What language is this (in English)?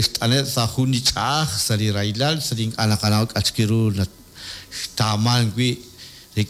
Kekchí